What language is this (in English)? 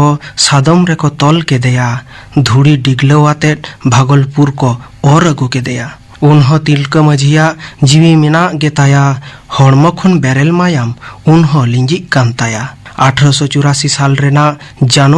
Santali